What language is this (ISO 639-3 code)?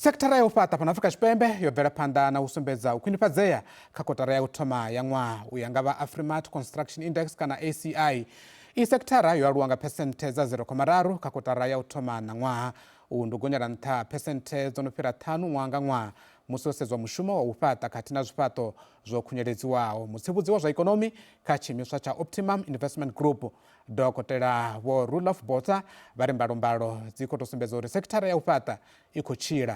ven